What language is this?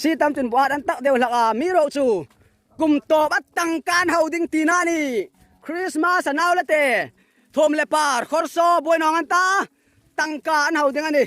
Hmar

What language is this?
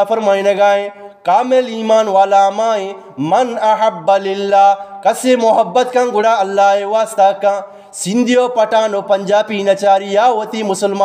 Eastern Balochi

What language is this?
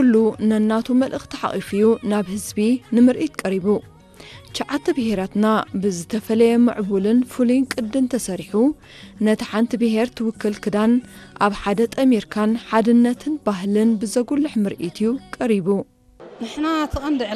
Tigrinya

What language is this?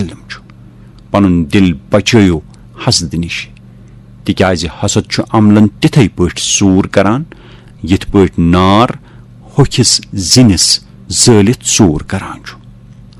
Kashmiri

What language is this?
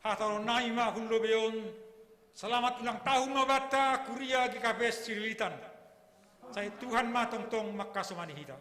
Batak Simalungun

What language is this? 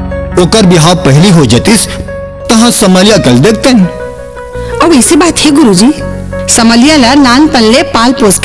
Chhattisgarhi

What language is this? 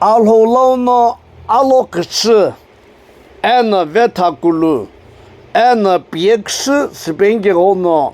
Sumi Naga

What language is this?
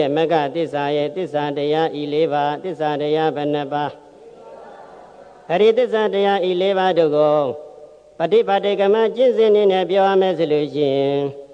Burmese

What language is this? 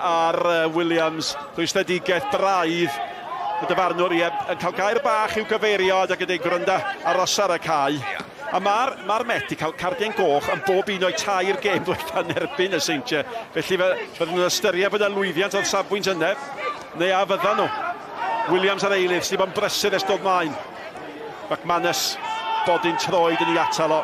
Welsh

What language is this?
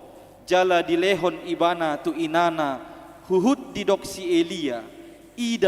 Batak Toba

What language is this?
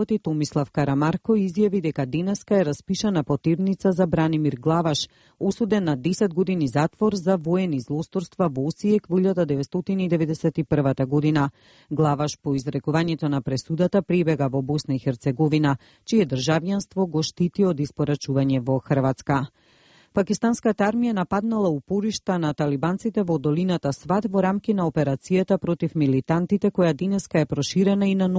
Macedonian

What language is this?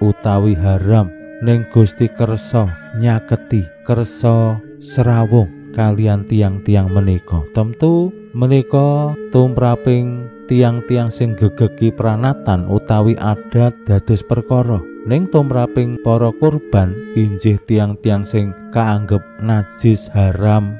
Javanese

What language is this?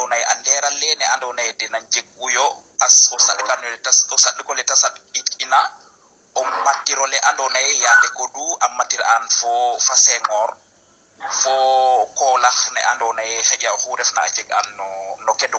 Serer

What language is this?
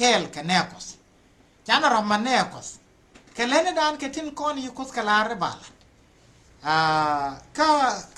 Nuer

